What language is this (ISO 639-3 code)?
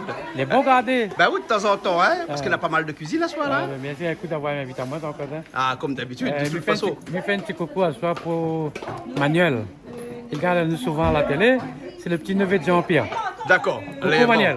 rcf